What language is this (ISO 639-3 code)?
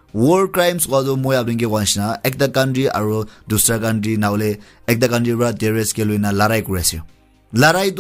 nag